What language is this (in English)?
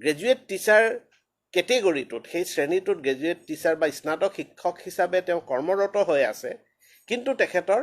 Assamese